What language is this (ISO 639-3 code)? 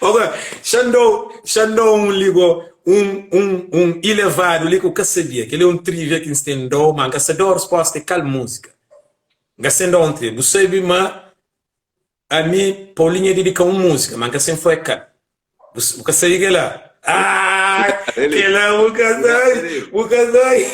kea